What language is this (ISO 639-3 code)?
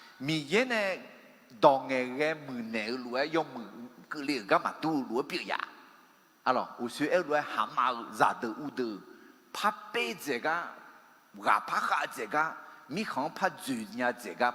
ahk